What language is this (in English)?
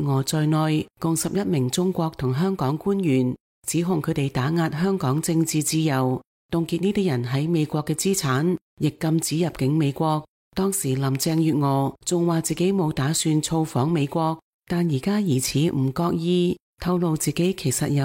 Cantonese